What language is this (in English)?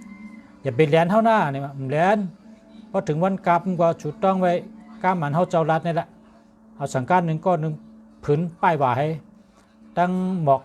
Shan